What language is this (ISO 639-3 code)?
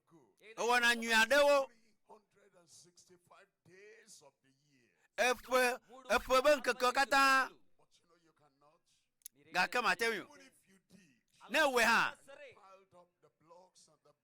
ewe